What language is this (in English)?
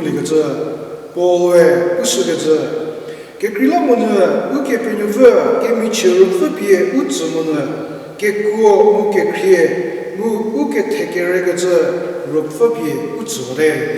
Angami Naga